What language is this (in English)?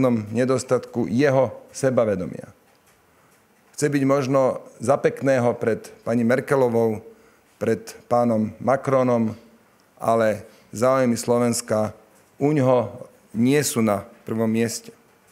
Slovak